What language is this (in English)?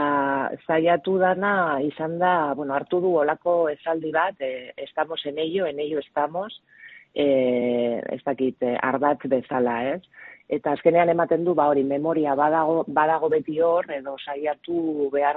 Basque